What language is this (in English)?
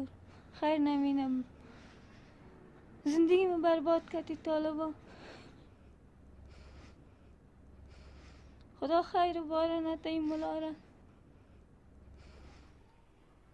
Persian